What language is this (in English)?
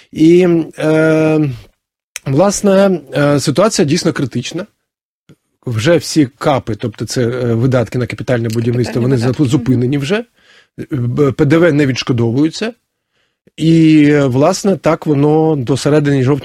Ukrainian